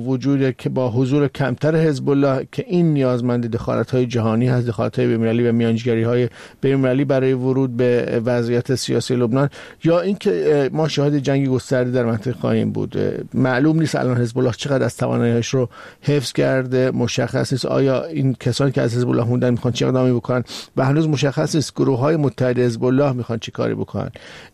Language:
Persian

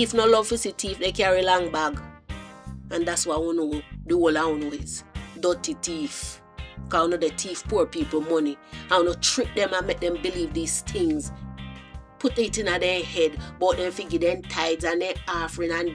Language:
Jamaican Creole English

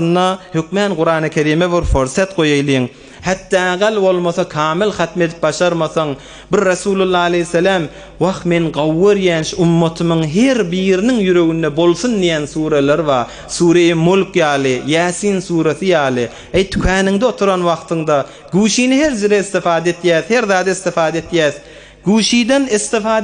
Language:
Turkmen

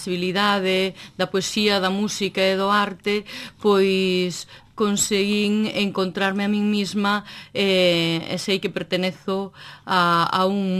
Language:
Galician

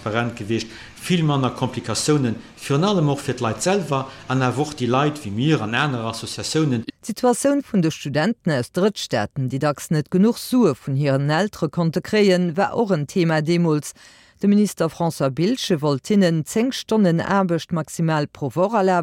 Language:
Luxembourgish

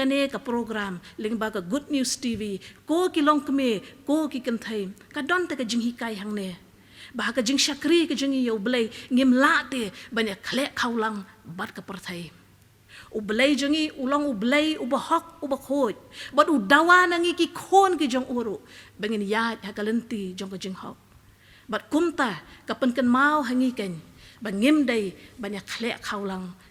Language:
Khasi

